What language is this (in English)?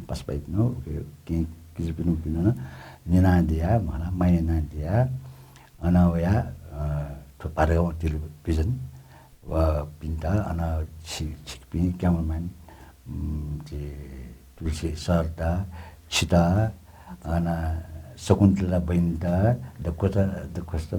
Newari